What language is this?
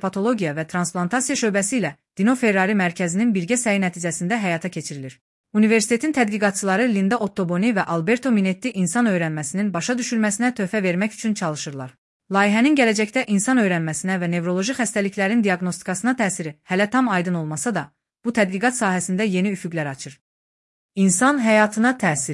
Azerbaijani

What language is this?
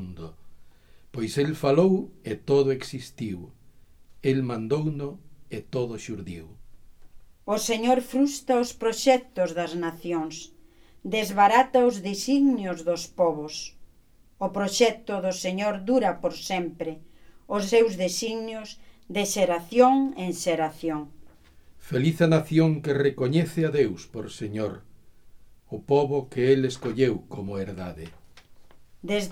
Galician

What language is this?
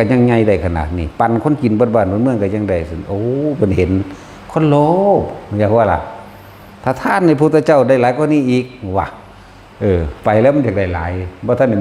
Northeastern Thai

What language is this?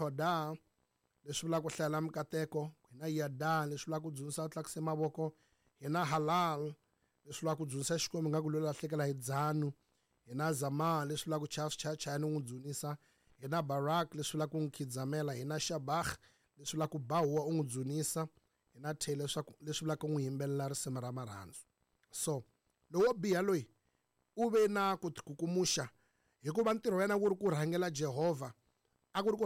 Tsonga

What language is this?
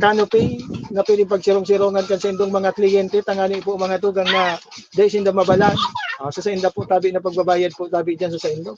Bikol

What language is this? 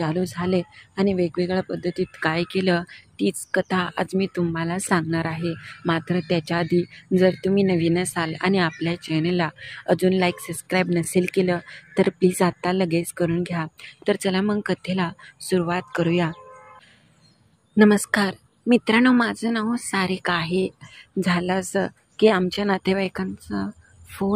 Marathi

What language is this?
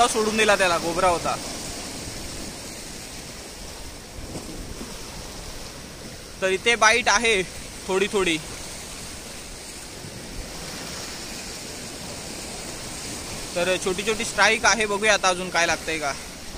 Marathi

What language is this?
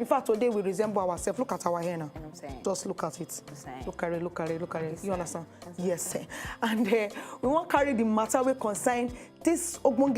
Nigerian Pidgin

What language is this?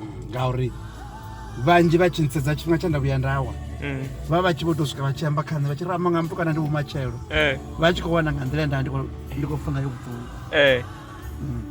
Venda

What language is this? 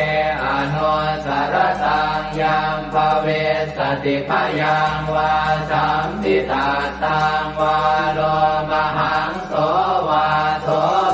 Pali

